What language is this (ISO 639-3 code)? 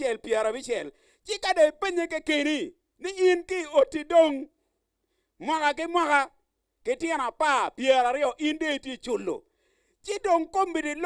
ach